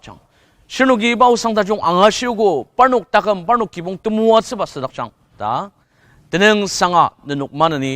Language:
Ao Naga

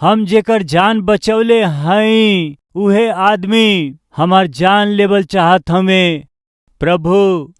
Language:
Bhojpuri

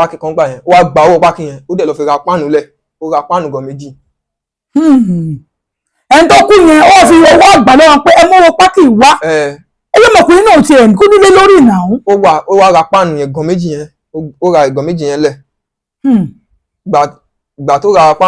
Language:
Yoruba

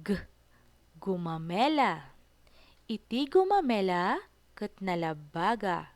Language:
Iloko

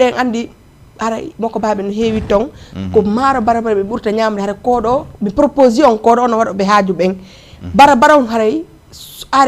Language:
Fula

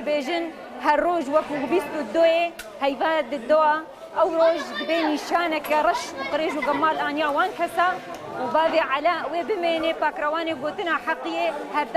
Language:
Kurdish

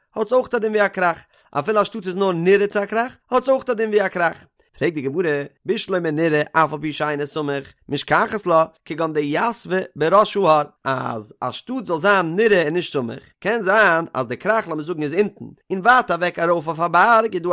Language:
Yiddish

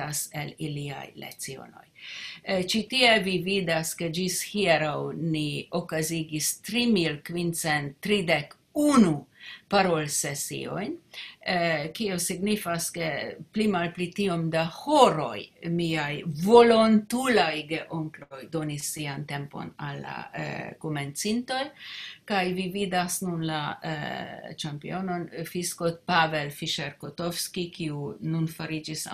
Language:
Esperanto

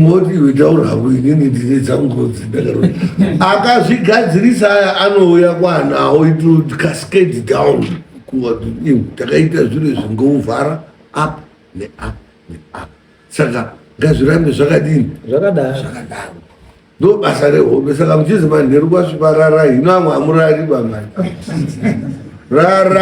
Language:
Shona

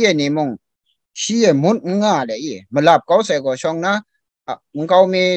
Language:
Kachin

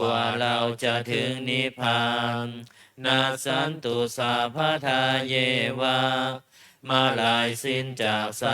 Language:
Pali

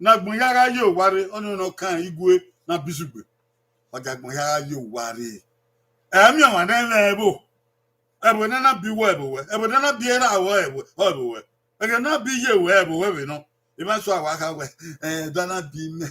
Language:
Bini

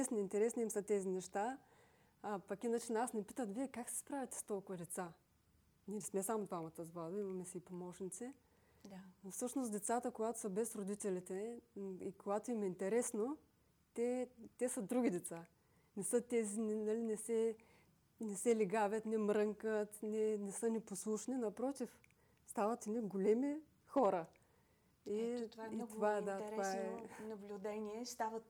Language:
Bulgarian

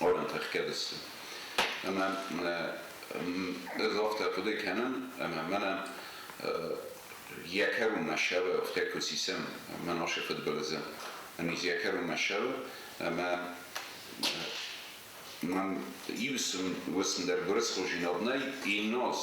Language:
Ossetic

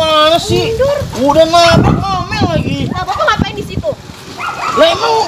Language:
Betawi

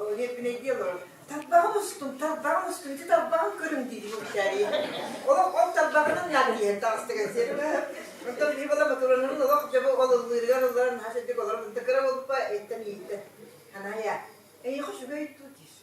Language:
Yakut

